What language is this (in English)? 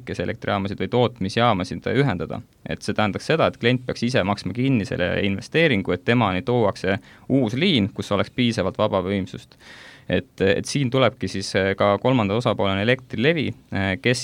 Estonian